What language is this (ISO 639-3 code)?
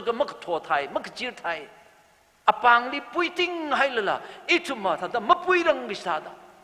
nmf